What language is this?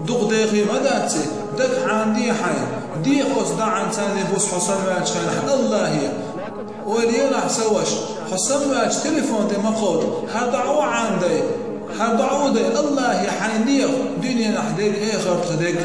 Chechen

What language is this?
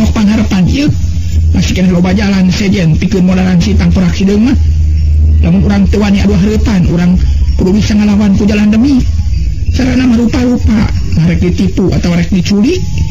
Sundanese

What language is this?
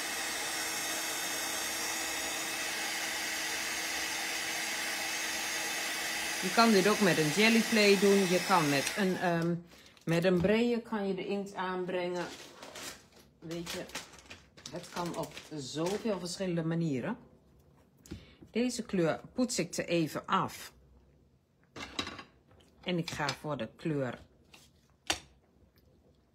Dutch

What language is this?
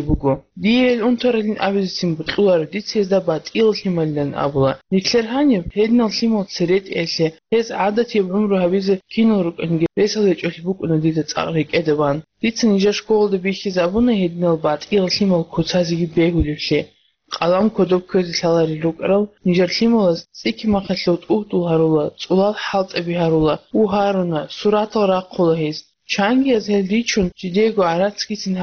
Avaric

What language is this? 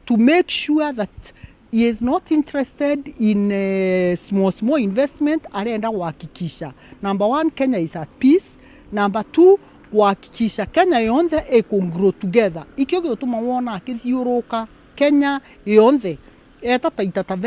Meru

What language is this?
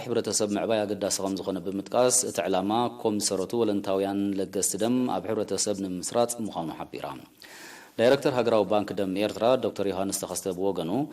Tigrinya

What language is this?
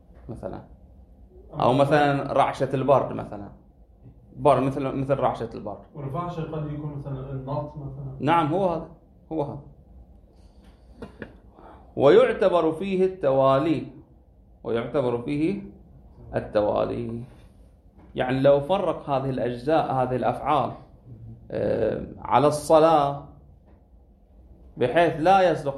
Arabic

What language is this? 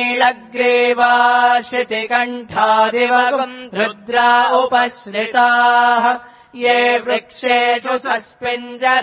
Sanskrit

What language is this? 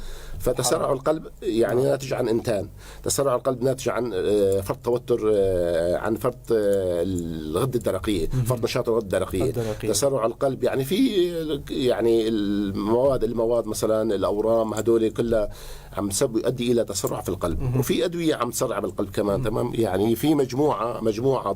North Levantine Arabic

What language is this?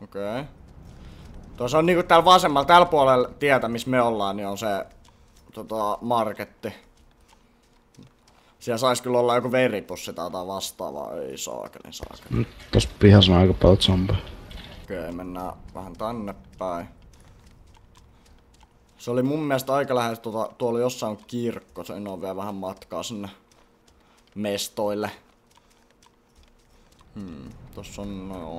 Finnish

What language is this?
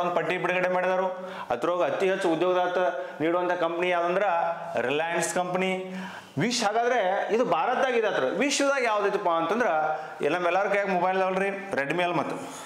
Kannada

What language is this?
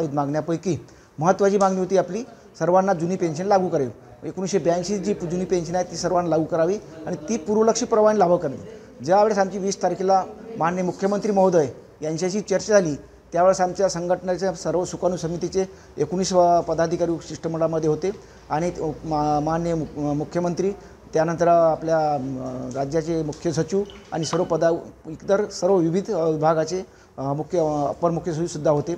Marathi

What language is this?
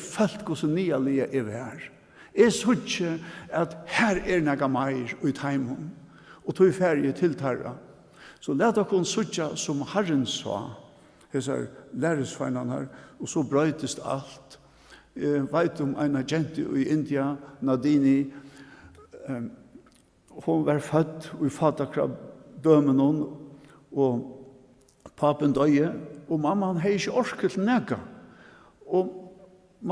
Faroese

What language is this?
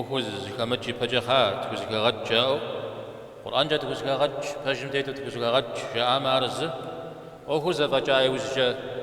Kabardian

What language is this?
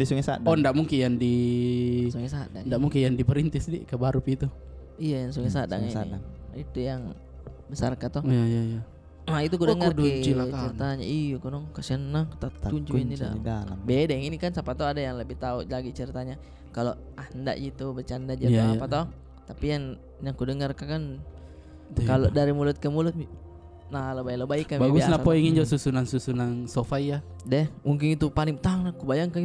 Makassar Malay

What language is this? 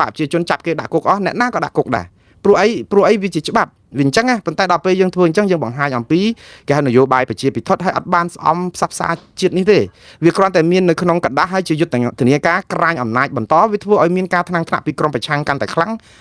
Khmer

